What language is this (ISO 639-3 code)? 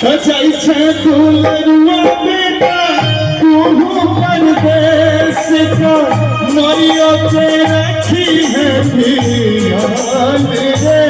mai